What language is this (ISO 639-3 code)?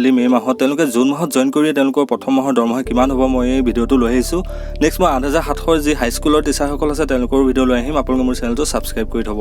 asm